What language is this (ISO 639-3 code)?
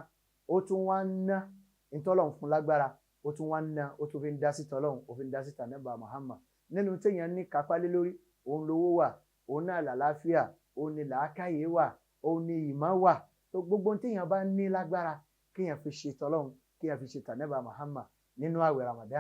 yor